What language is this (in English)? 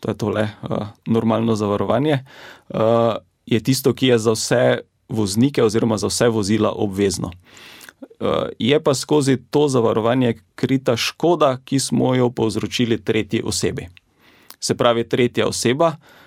Slovenian